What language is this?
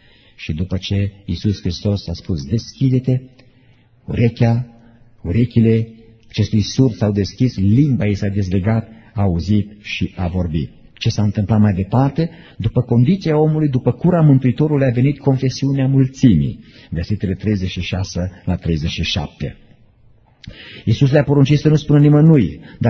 Romanian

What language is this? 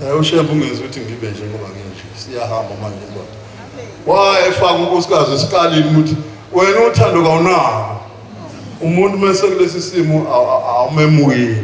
Zulu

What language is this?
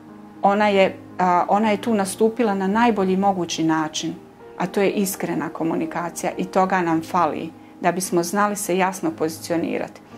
Bosnian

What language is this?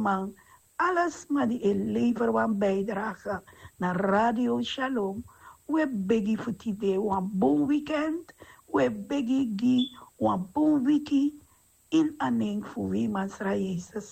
Sranan Tongo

